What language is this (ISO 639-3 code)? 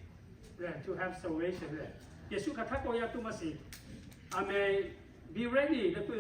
lhu